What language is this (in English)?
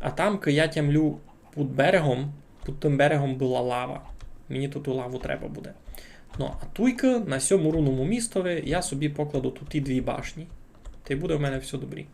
Rusyn